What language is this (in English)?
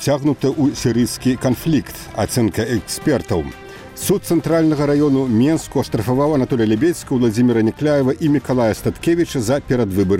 Belarusian